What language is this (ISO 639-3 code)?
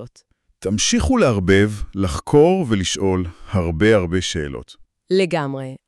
heb